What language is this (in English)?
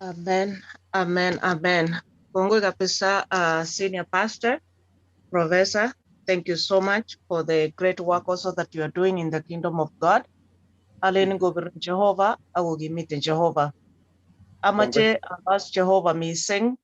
Kalenjin